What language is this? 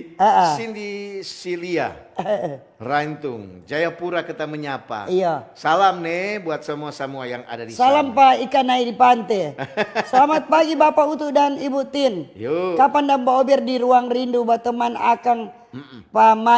Manado Malay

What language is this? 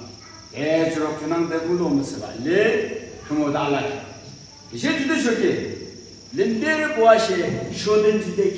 Yimchungru Naga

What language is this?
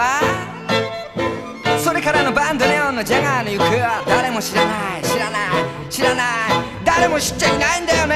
Japanese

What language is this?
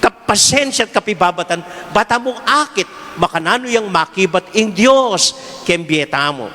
Pampanga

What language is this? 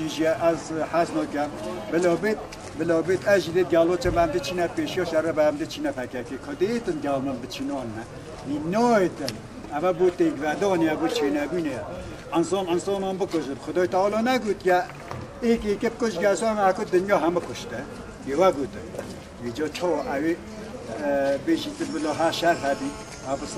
Kurdish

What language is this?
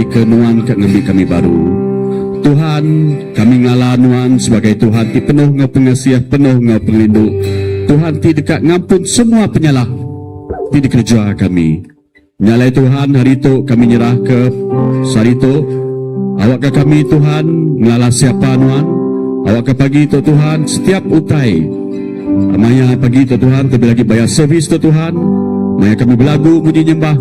Iban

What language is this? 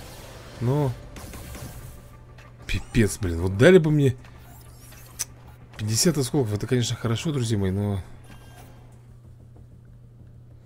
Russian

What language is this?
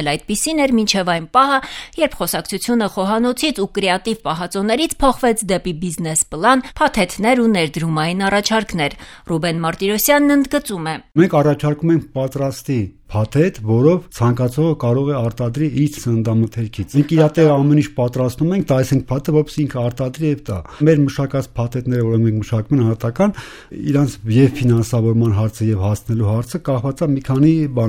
Armenian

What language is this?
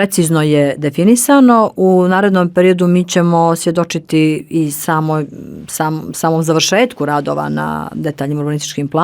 Bosnian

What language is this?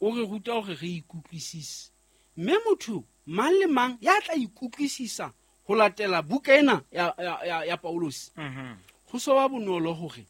Southern Sotho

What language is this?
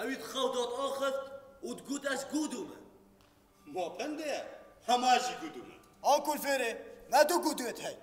Kurdish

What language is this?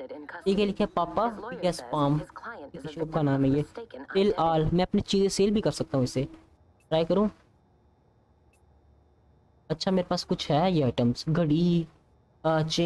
Hindi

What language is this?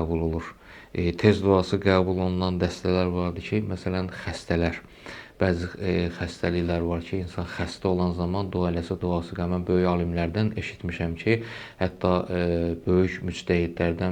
Azerbaijani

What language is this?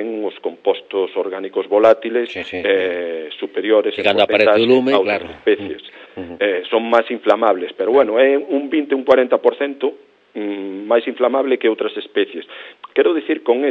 Galician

